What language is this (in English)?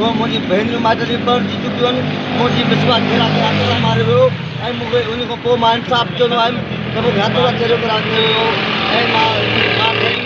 Sindhi